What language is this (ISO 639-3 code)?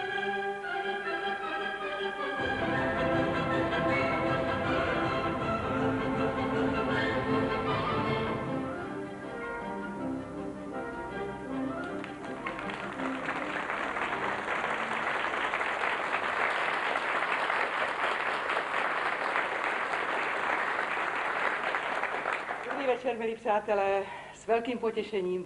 ces